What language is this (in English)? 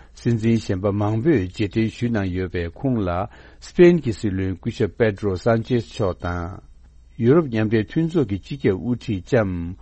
Tibetan